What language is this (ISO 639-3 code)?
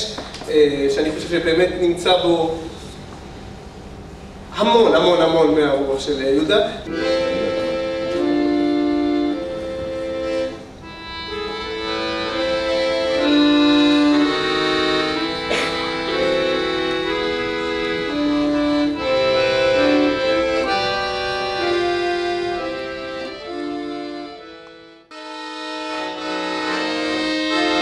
heb